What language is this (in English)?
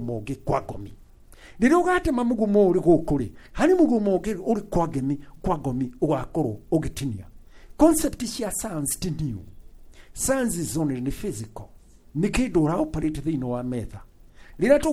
Kikuyu